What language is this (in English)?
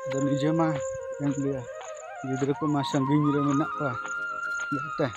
Santali